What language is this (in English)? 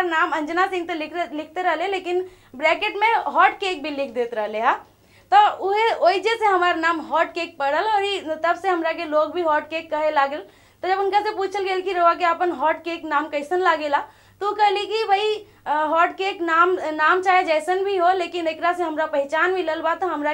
Bhojpuri